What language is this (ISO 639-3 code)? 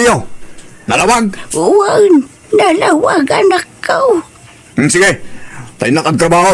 ilo